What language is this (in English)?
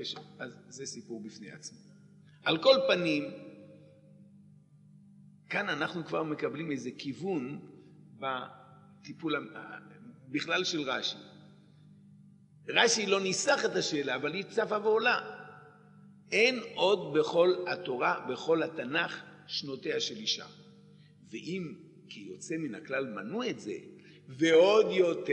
Hebrew